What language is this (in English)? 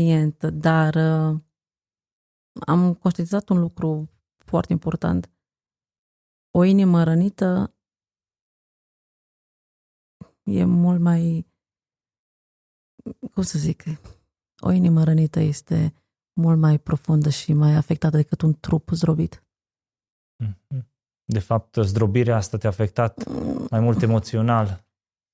Romanian